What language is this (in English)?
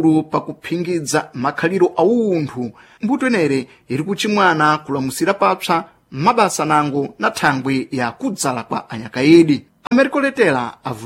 Sena